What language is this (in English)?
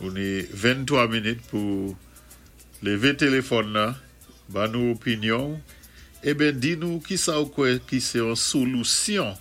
Saint Lucian Creole French